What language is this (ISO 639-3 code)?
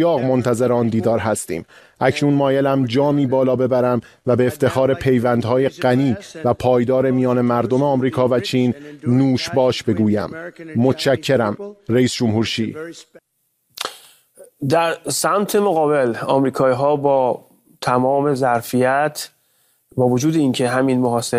fas